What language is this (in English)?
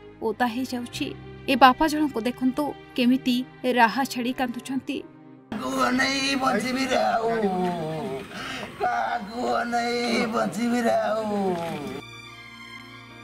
Odia